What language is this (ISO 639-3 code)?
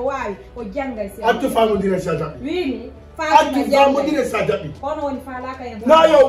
ful